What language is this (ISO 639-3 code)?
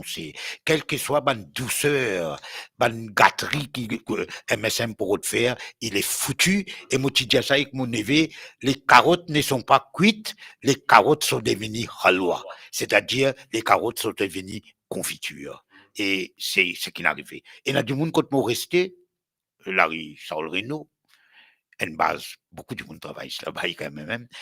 mfe